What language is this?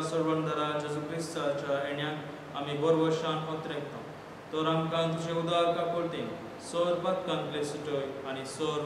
Konkani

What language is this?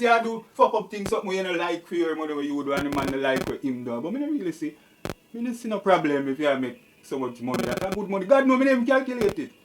Jamaican Creole English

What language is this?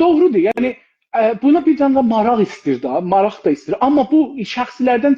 South Azerbaijani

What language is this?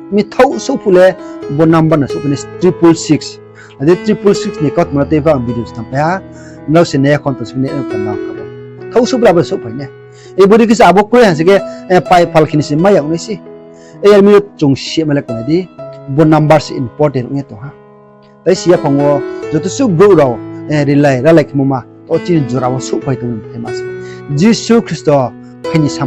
Riang (India)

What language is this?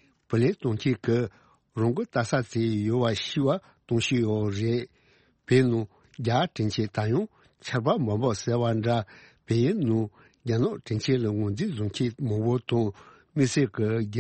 Tibetan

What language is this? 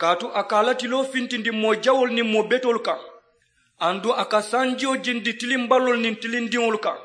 Mandingo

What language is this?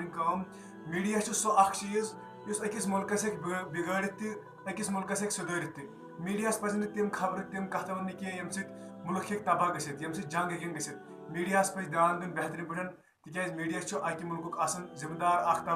Kashmiri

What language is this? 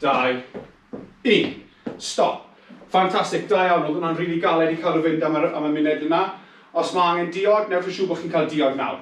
Welsh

